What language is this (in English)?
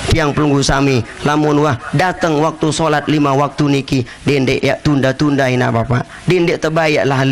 Sasak